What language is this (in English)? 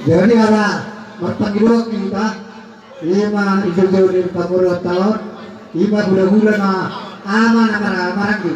Batak Toba